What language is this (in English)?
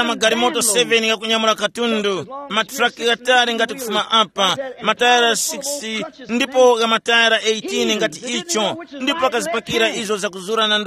Tumbuka